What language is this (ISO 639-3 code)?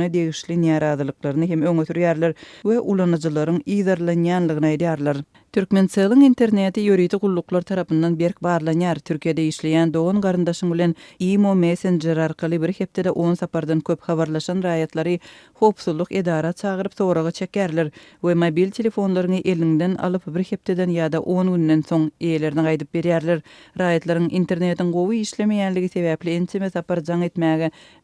tuk